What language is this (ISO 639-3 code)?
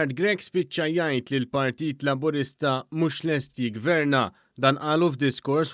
mlt